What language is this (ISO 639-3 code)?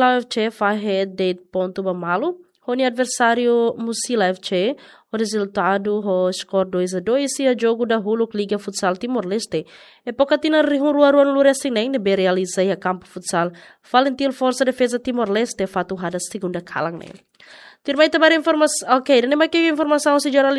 tet